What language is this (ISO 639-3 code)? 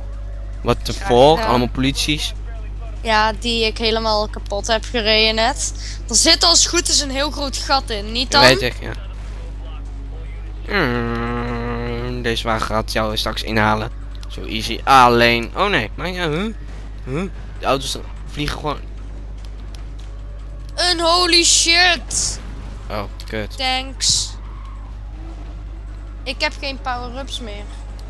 nld